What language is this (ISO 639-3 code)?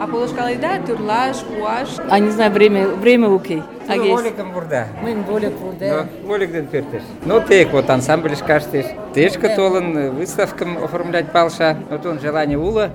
chm